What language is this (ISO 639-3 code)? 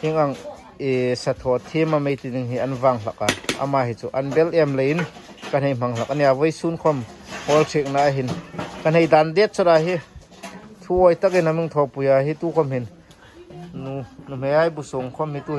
hmr